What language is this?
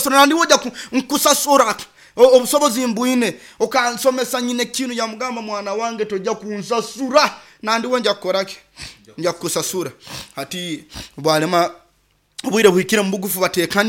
Nyoro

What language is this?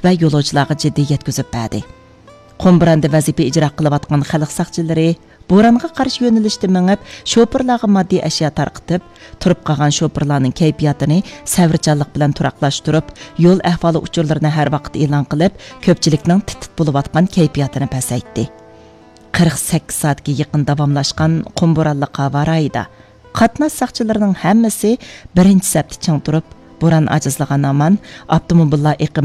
Uyghur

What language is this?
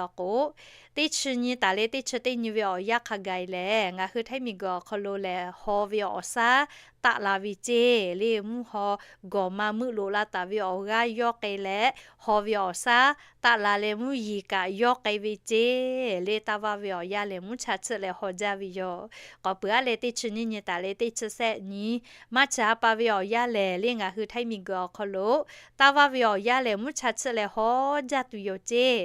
Lahu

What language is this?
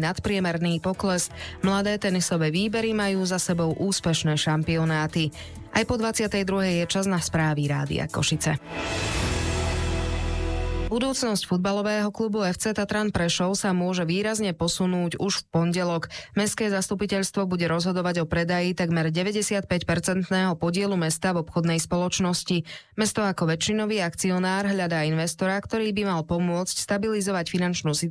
Slovak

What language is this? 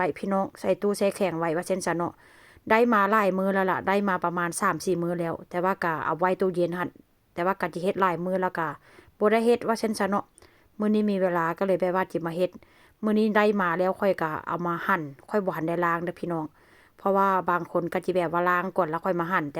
Lao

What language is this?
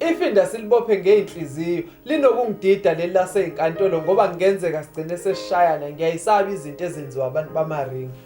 Zulu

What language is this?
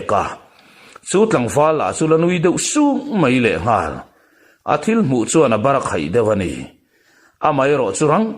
Mizo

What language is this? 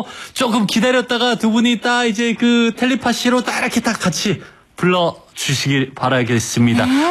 Korean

